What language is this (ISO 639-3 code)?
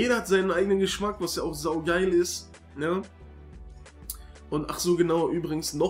deu